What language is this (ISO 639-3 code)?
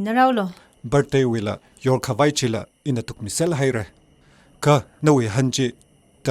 nmf